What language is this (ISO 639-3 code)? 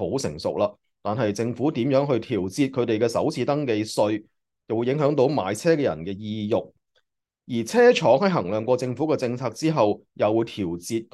yue